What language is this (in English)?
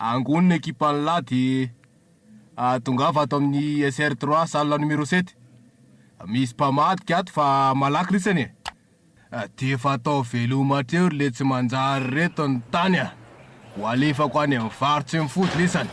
Malagasy